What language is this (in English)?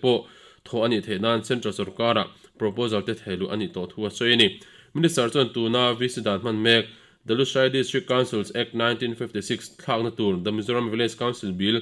Mizo